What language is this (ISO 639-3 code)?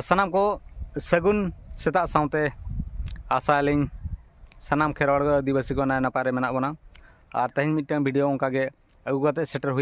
sat